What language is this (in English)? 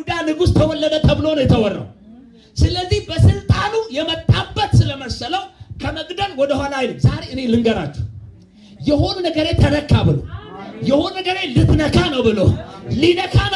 Amharic